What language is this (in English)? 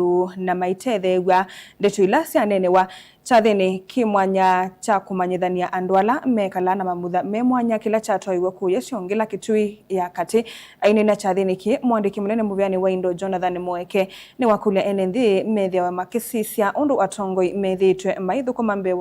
Kamba